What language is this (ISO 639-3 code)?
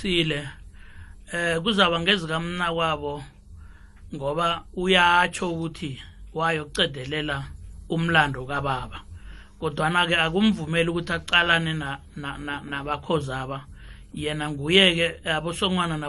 nbl